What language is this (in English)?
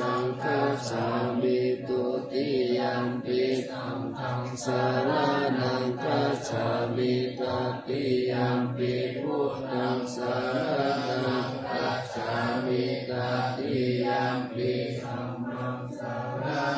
Pali